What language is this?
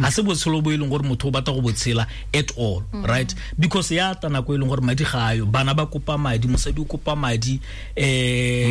Tswana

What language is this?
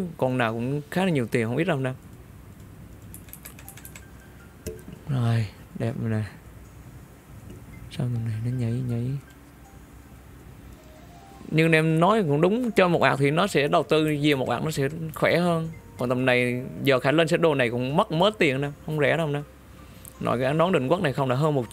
Vietnamese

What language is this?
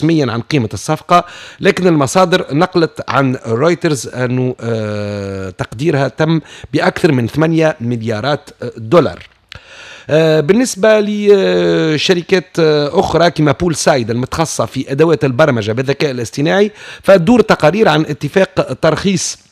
Tunisian Arabic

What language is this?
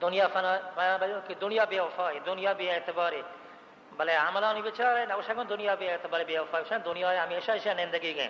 Baluchi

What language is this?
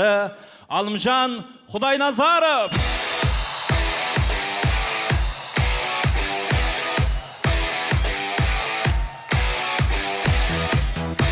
Kazakh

